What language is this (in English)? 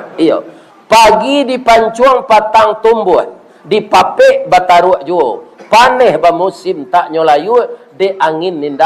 Minangkabau